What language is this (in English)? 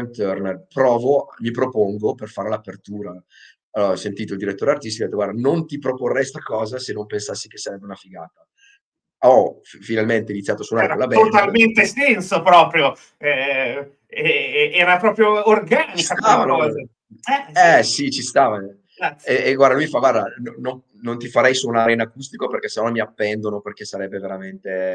Italian